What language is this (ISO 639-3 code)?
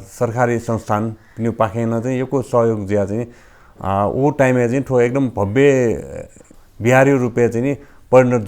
new